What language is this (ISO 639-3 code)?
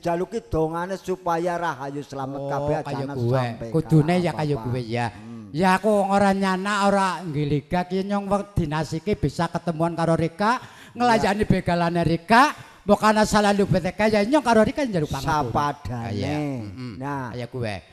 jav